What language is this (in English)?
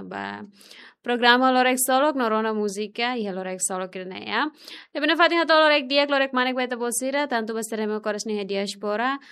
Tetum